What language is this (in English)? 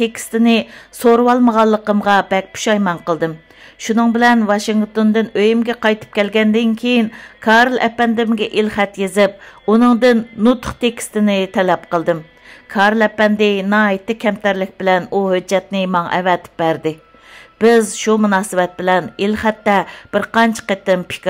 Uyghur